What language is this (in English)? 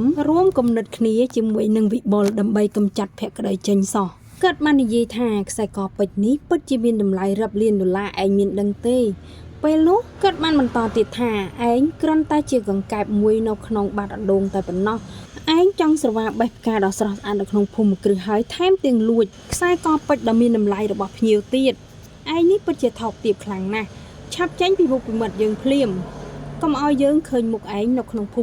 Khmer